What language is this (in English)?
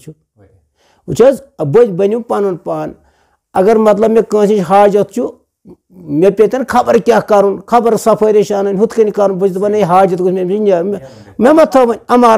Kashmiri